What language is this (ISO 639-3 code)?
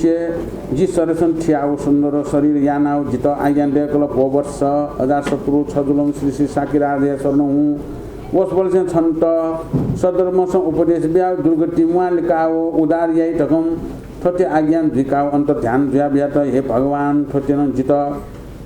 new